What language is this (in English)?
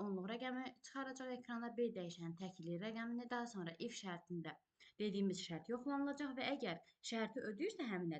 Azerbaijani